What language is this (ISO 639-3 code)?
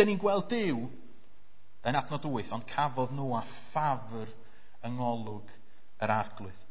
cym